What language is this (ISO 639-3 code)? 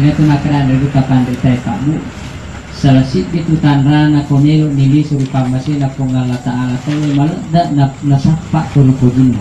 bug